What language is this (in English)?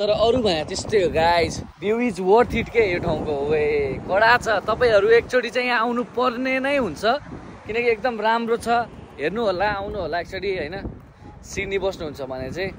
Nepali